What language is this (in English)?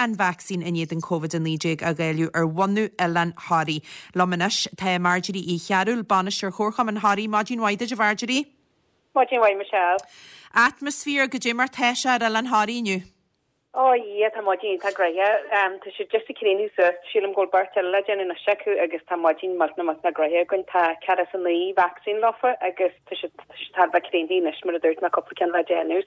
Irish